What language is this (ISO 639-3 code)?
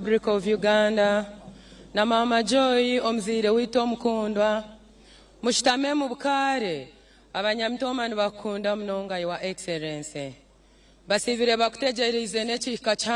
nyn